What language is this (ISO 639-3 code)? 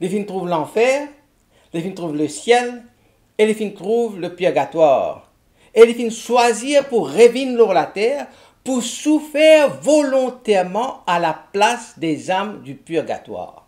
mfe